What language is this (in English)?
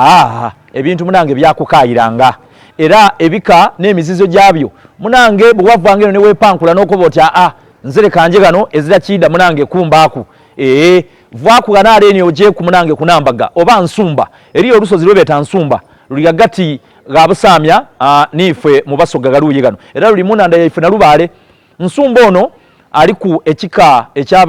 Soga